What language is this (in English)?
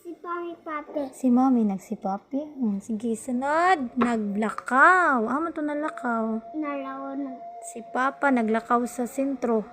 Cebuano